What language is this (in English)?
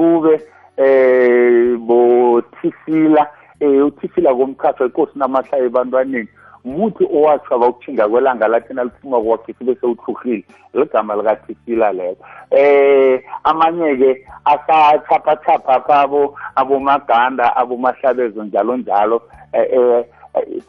South Ndebele